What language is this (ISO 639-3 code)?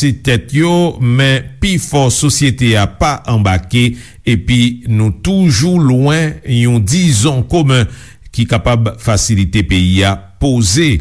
hat